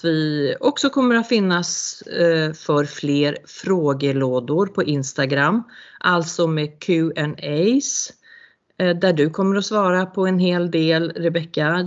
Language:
Swedish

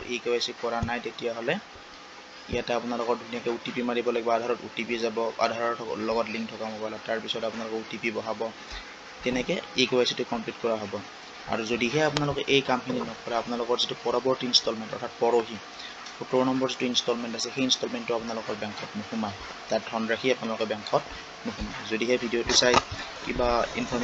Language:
Assamese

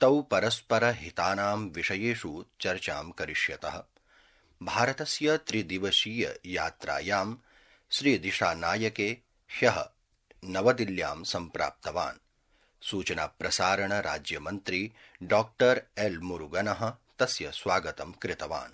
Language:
Sanskrit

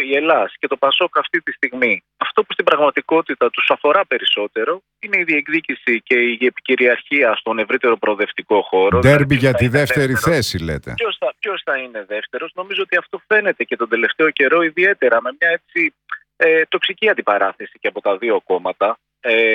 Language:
Greek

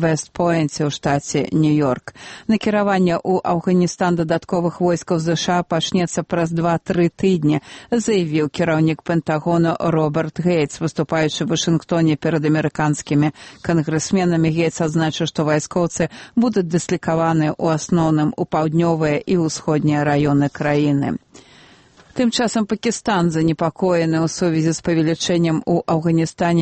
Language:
Belarusian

